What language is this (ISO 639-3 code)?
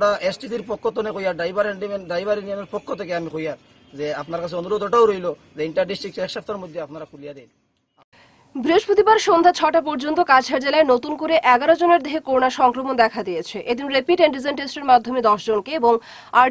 ben